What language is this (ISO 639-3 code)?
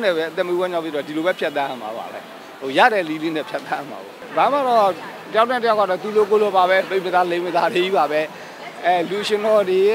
mya